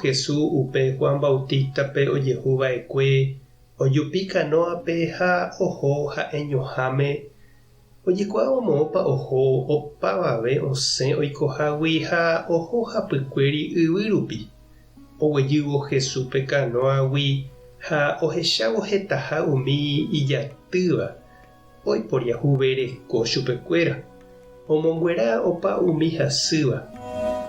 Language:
Guarani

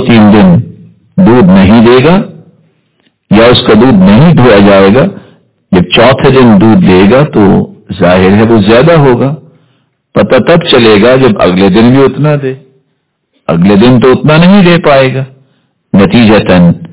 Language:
Urdu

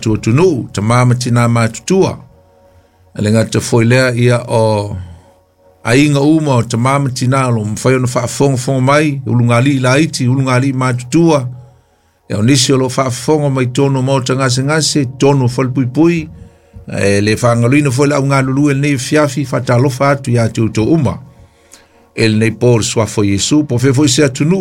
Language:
Samoan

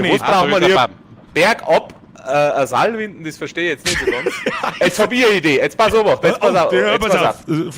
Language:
Bavarian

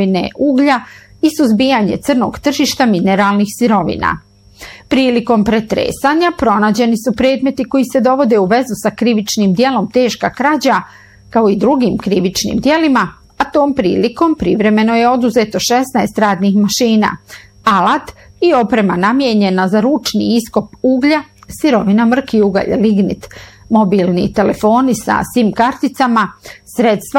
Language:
Bosnian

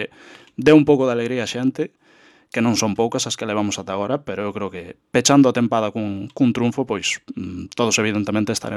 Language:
Galician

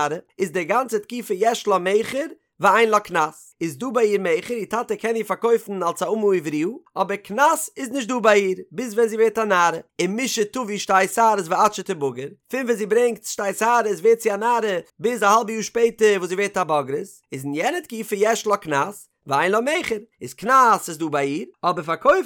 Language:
Yiddish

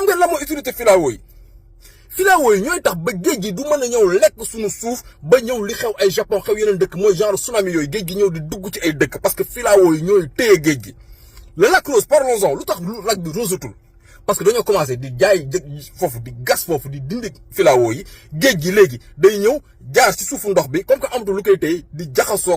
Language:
Wolof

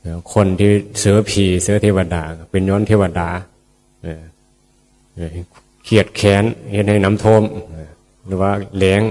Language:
Northeastern Thai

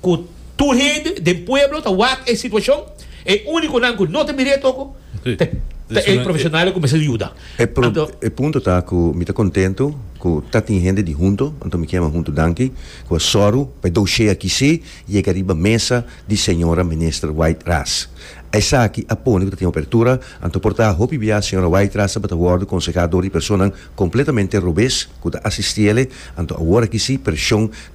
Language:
Papiamento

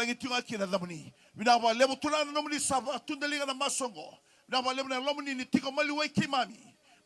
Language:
Fijian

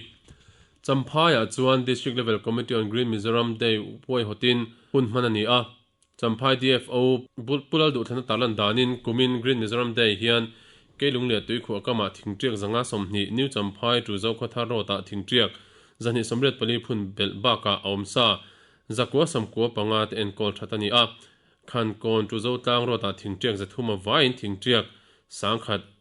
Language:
Mizo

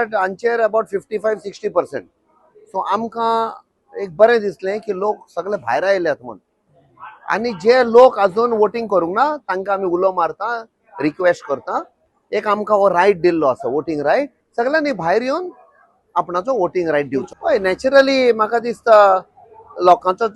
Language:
Konkani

